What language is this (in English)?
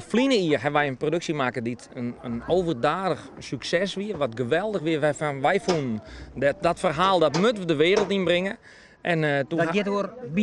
Western Frisian